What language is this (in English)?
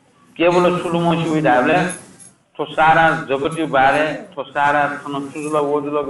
Newari